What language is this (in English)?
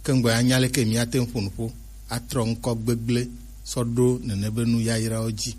Gen